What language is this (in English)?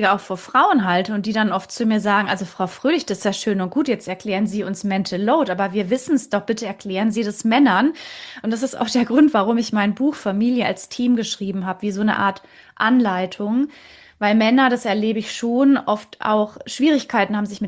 German